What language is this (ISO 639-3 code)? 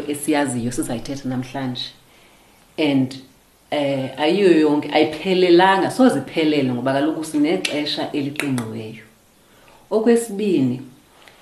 xho